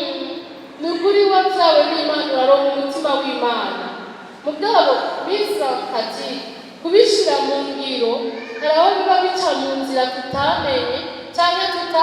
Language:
Rundi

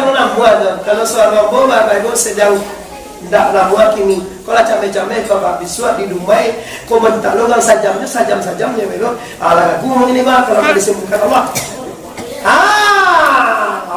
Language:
Minangkabau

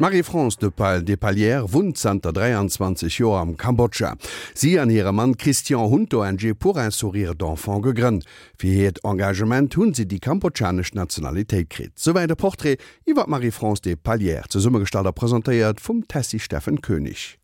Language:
Luxembourgish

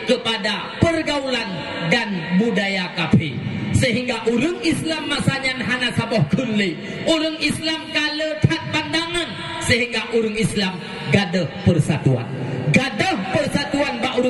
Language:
Achinese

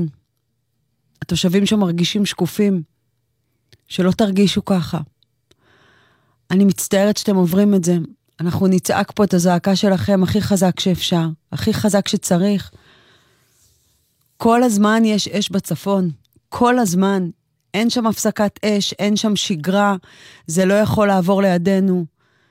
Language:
Hebrew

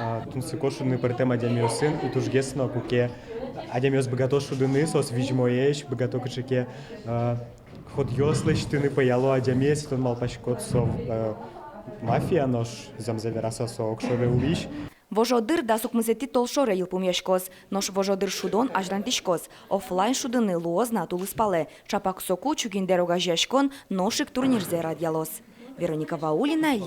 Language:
Udmurt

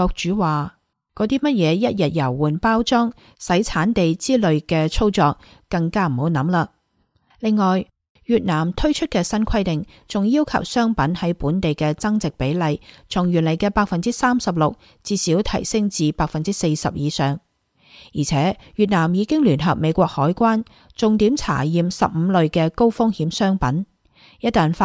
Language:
Cantonese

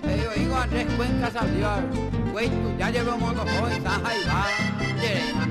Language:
Guarani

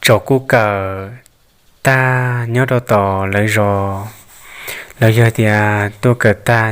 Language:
Hmong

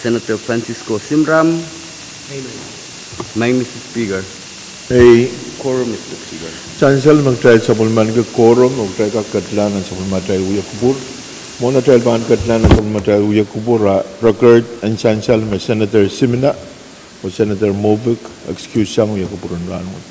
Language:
Pohnpeian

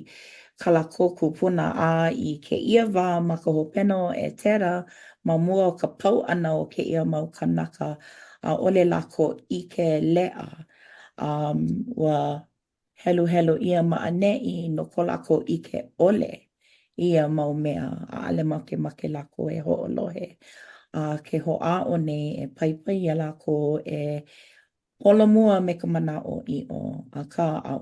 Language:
Hawaiian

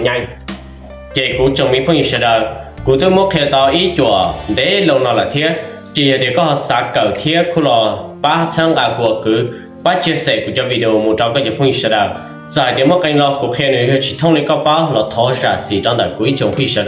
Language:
Hmong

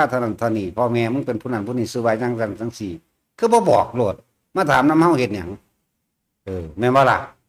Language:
Northeastern Thai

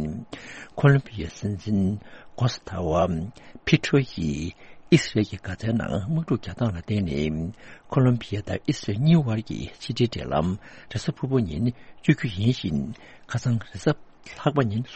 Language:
Tibetan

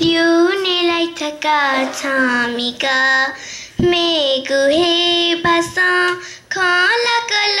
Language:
Newari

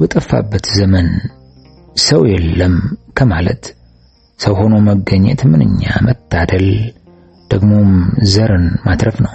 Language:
Amharic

